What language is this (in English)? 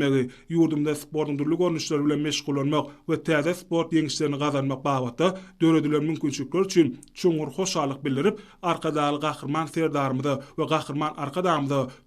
Turkmen